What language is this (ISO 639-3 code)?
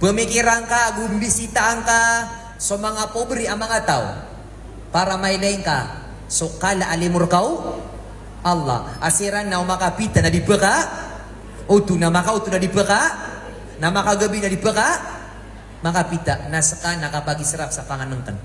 mrw